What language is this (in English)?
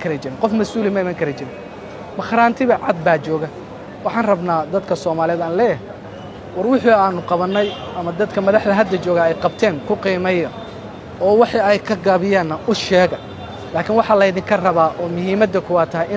Somali